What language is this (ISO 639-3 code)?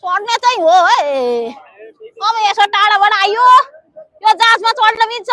nep